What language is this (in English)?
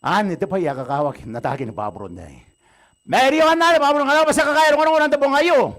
Gilbertese